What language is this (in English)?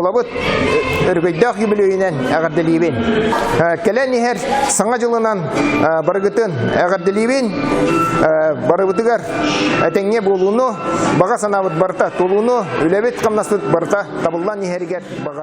Yakut